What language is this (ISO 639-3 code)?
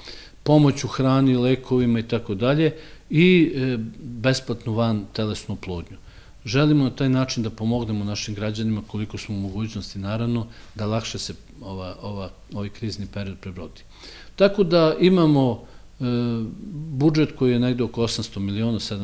srp